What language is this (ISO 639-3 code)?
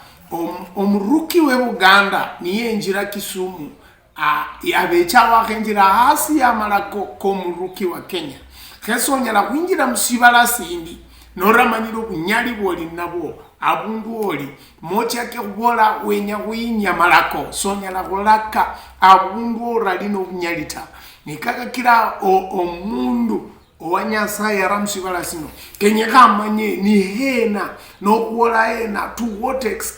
luy